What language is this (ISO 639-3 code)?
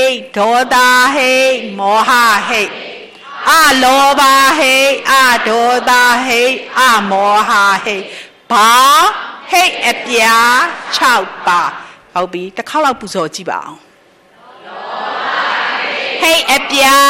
mya